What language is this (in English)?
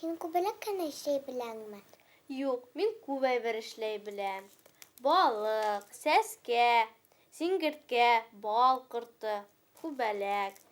Bashkir